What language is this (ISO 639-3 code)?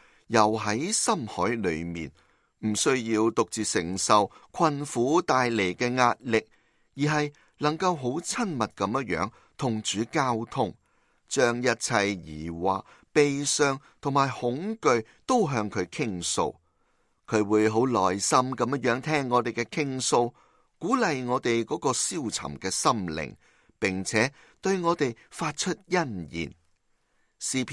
yue